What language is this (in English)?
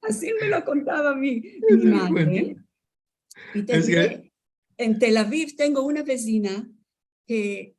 Ladino